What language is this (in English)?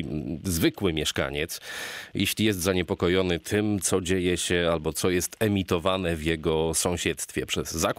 Polish